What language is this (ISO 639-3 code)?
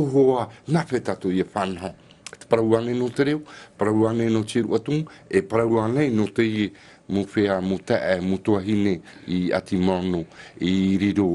tah